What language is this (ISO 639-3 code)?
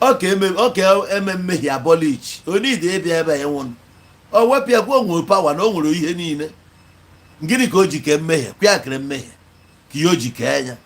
ibo